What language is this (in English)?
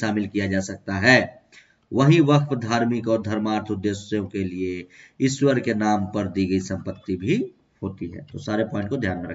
Hindi